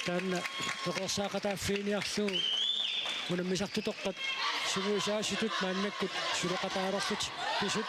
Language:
Kalaallisut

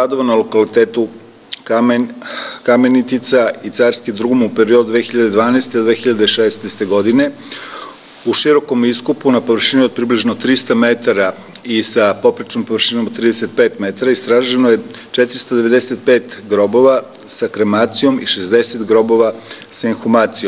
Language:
Serbian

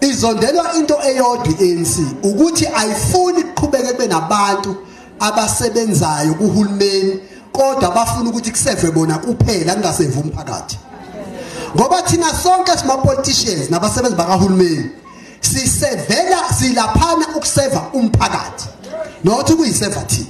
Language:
Zulu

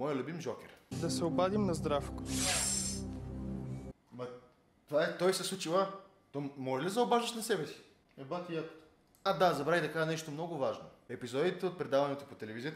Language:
Bulgarian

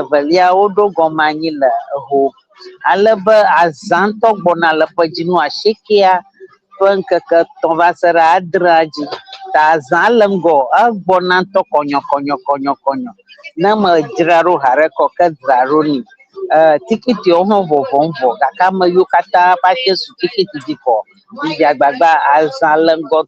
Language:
Ewe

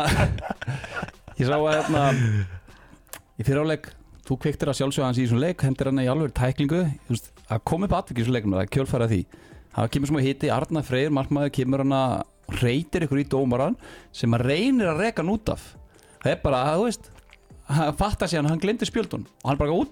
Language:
Icelandic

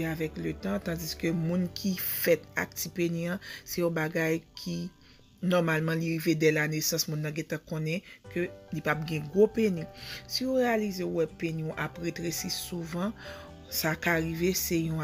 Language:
Haitian Creole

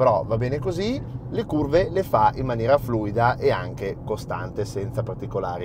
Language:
Italian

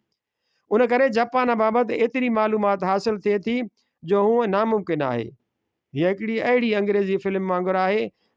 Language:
Sindhi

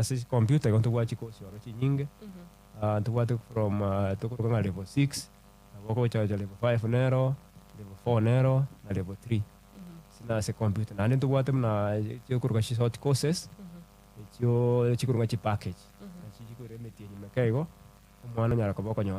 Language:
Gusii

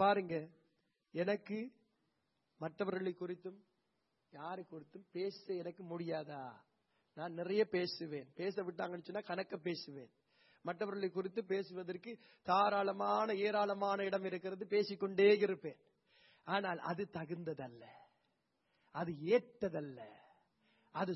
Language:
Tamil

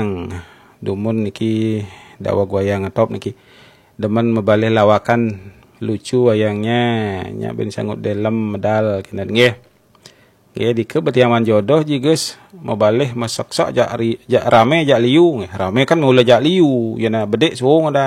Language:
Balinese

